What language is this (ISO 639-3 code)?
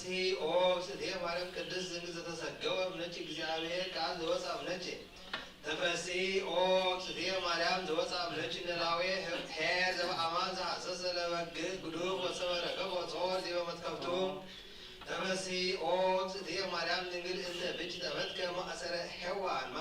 gez